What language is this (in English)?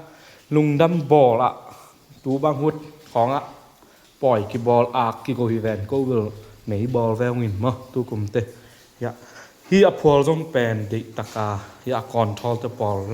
Tedim Chin